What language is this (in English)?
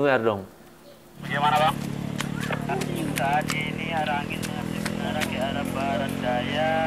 Indonesian